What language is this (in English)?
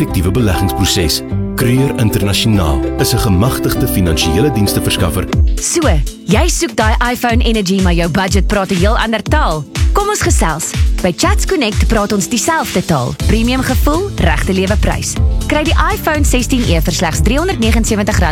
Afrikaans